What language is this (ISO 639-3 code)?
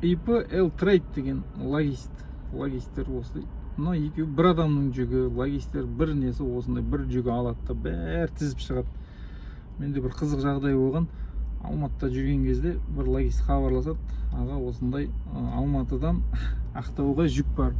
kaz